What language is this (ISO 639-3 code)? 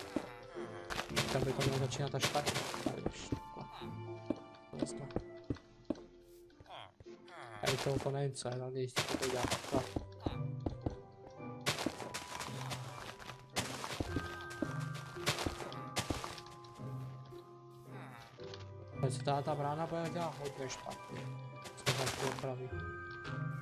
ces